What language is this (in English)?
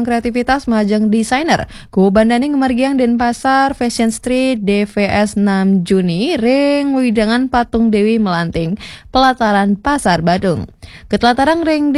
Balinese